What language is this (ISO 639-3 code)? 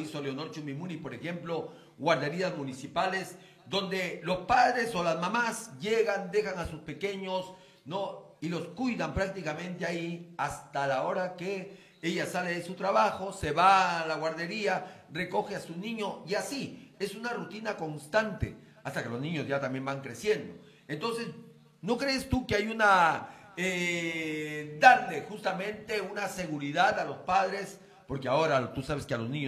spa